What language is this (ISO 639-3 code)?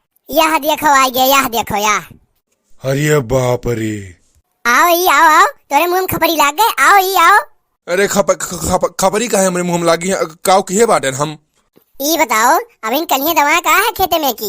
awa